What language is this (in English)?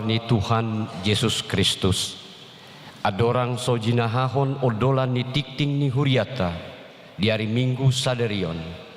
Batak Toba